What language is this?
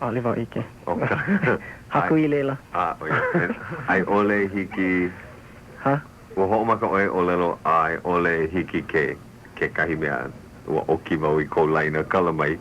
Hawaiian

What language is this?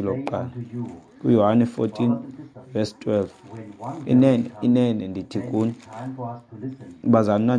Xhosa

